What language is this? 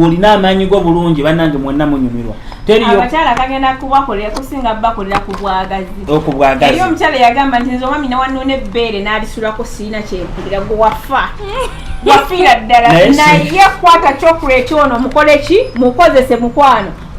Ganda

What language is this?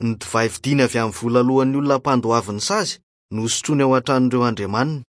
Malagasy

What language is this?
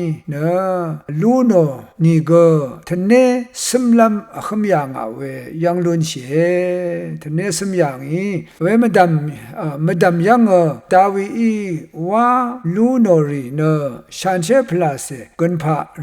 Rawang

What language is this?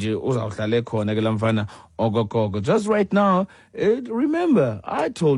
Xhosa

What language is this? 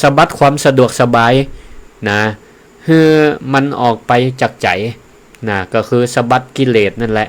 Northern Thai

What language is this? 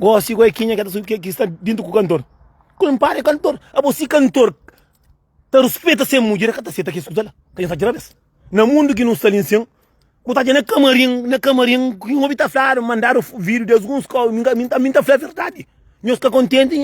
Kabuverdianu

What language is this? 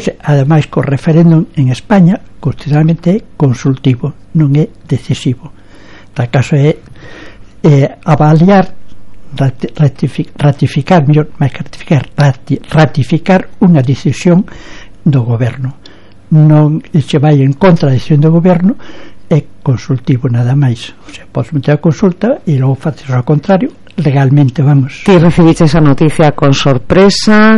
Galician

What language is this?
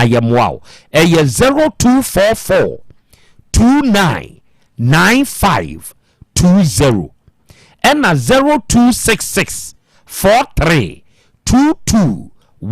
Akan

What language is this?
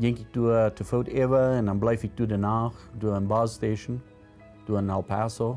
Plautdietsch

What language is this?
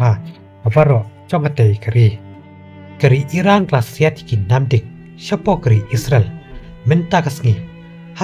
Khasi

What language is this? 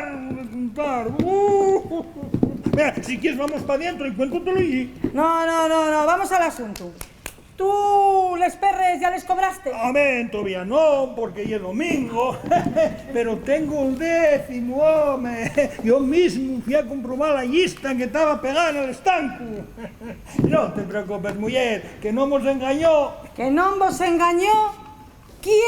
Asturian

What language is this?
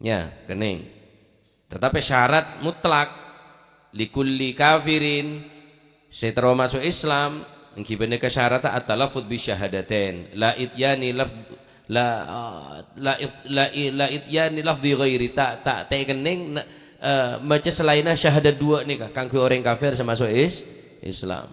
Madurese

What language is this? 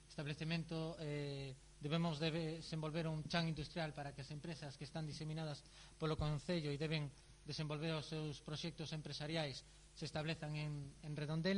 Galician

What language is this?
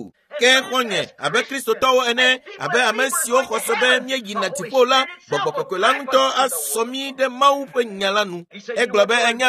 Ewe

